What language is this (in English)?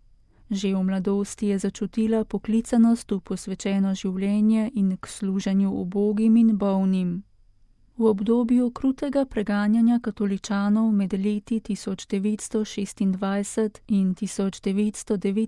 Slovenian